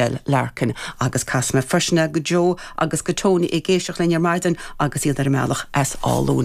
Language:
Irish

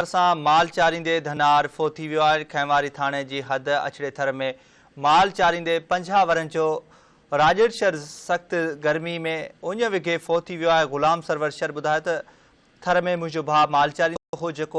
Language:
Sindhi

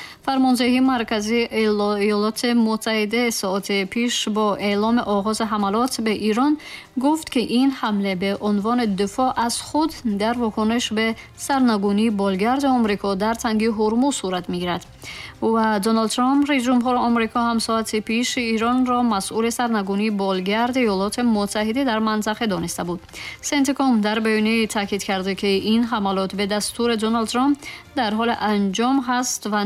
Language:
Tajik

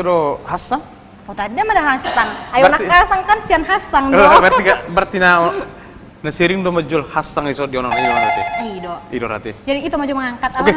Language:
Batak Toba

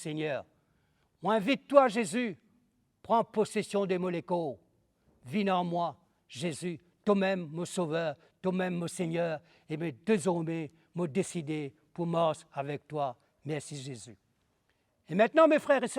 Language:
Morisyen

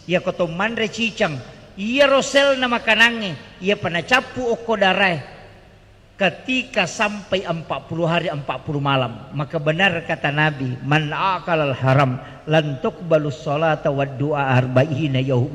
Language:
Buginese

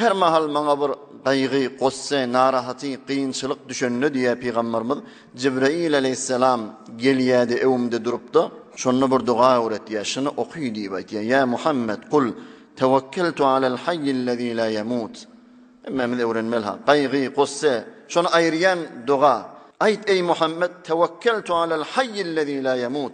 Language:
Turkmen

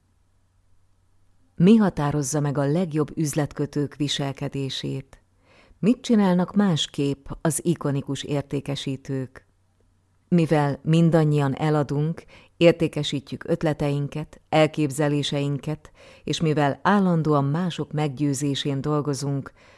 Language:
Hungarian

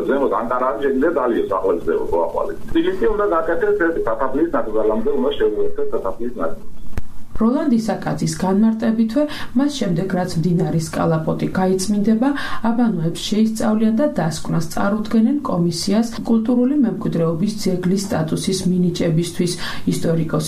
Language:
Georgian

